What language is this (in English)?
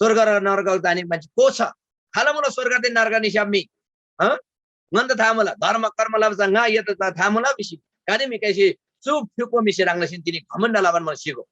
Eastern Tamang